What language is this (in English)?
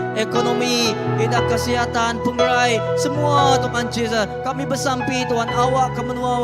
Iban